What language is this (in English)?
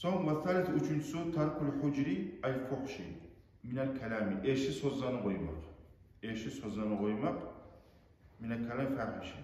Kumyk